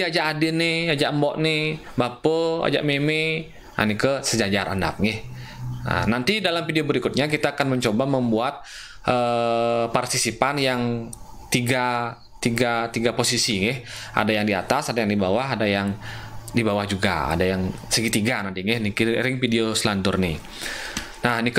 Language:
Balinese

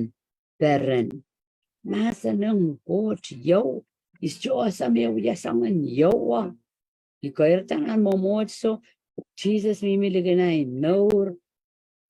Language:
Pohnpeian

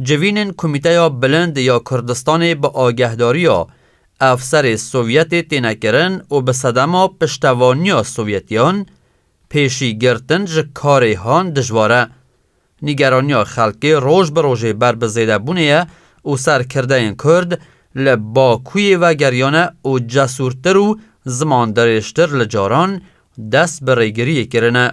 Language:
Kurdish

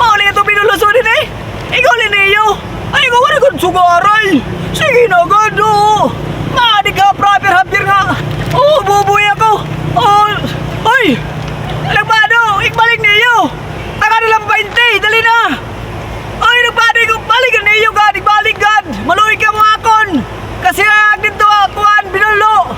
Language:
Waray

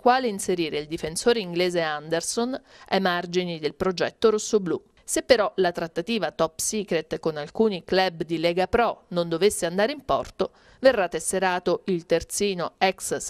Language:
Italian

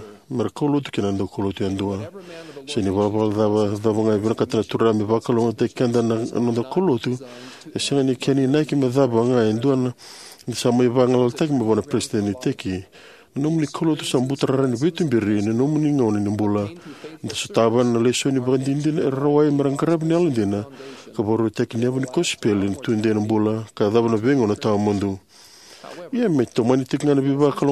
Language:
Fijian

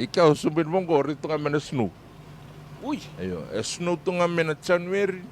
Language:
Fijian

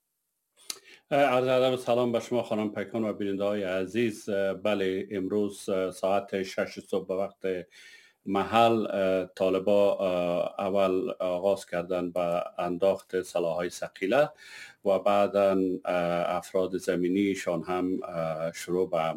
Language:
Persian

